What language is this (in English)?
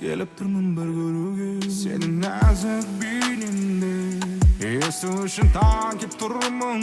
Kara-Kalpak